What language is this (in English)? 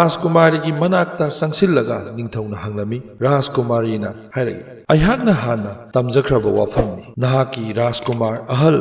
Manipuri